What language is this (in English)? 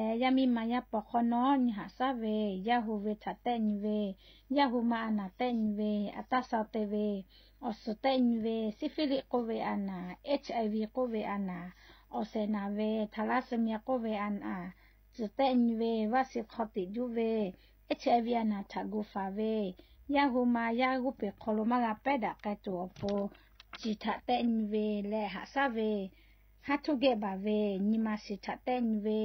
Lahu